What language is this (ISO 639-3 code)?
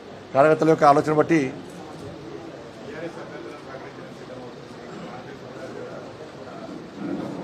tel